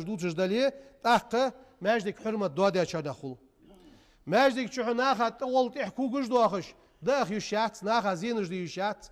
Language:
Ingush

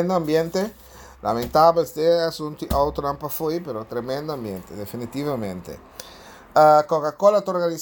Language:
Papiamento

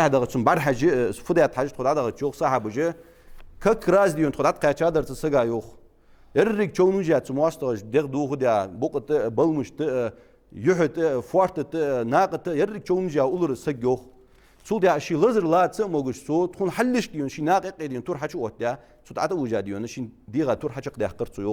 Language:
Ingush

